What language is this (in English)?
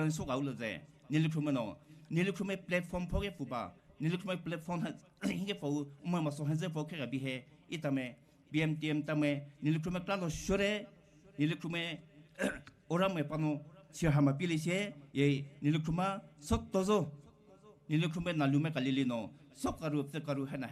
Poumei Naga